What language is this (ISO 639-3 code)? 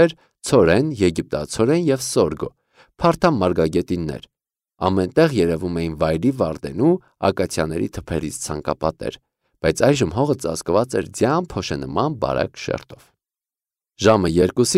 hye